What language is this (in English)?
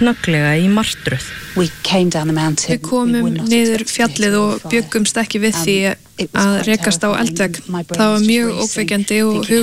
Icelandic